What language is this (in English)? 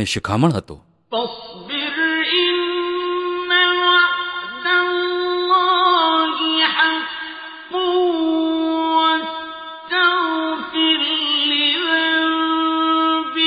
Gujarati